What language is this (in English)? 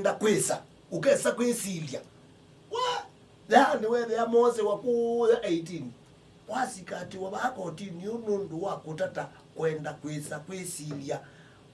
Kamba